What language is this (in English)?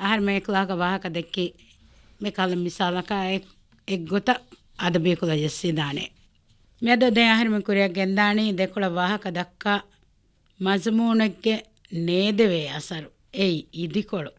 Divehi